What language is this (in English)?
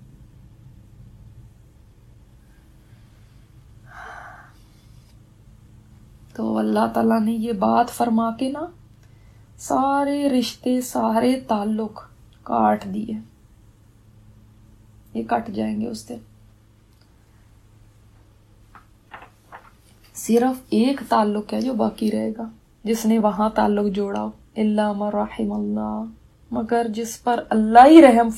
Urdu